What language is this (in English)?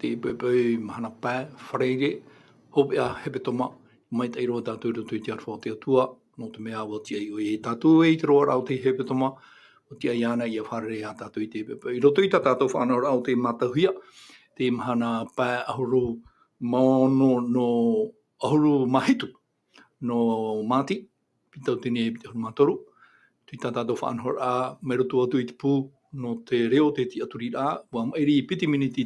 Tahitian